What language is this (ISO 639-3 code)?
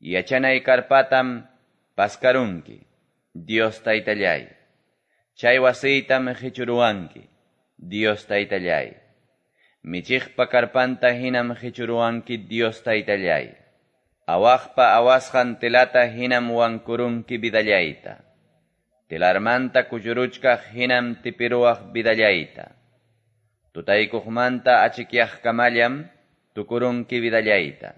que